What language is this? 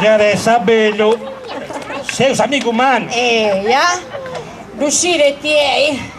Sardinian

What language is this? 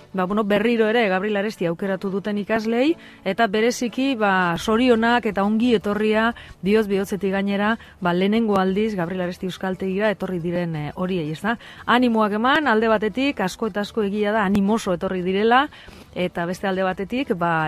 Basque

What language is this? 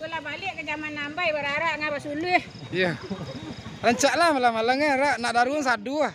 Minangkabau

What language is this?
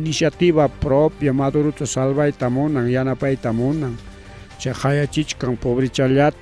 Ayacucho Quechua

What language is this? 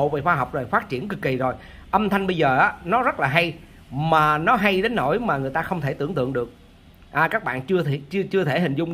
Vietnamese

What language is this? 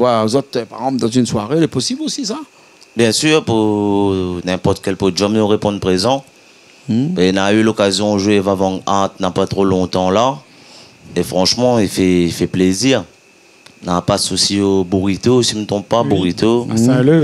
Réunion Creole French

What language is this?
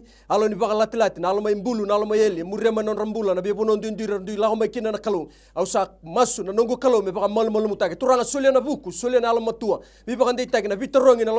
Fijian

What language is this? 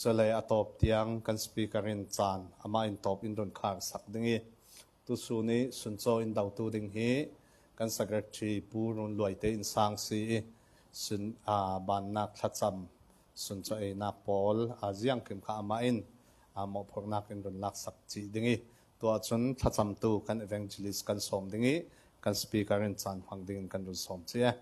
Falam Chin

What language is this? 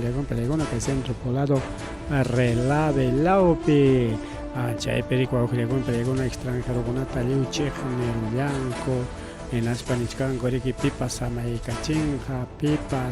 Ayacucho Quechua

